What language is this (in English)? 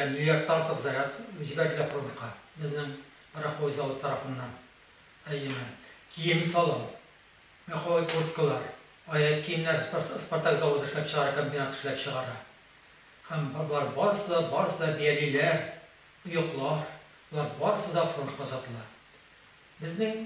Tatar